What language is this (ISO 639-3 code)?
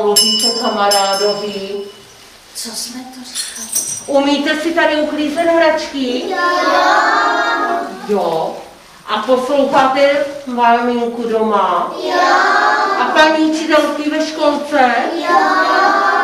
ces